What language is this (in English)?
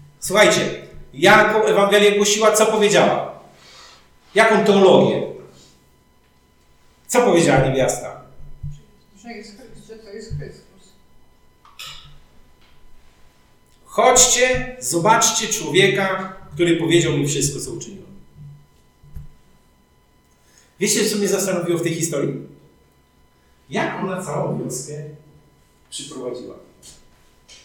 Polish